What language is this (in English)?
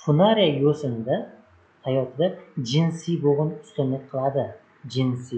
Uzbek